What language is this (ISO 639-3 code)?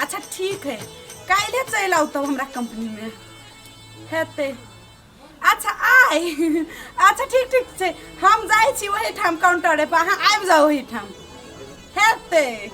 mai